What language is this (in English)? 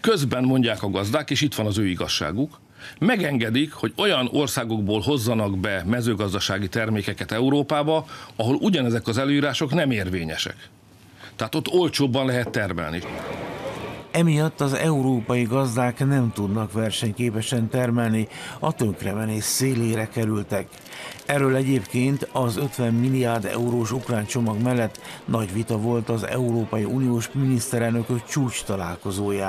Hungarian